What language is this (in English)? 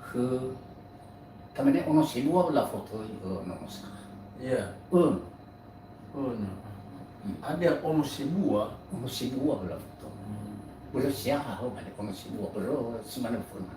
Nias